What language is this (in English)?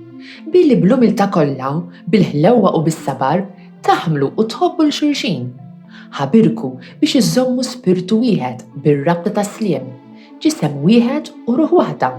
Maltese